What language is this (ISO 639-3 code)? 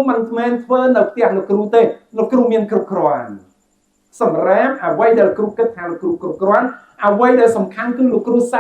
khm